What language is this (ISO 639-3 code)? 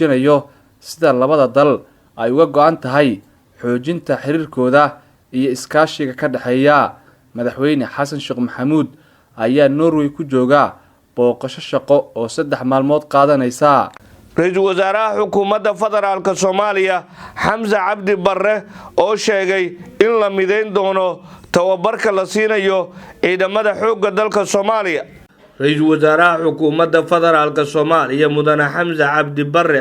som